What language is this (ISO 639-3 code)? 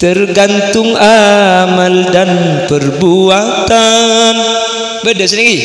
mad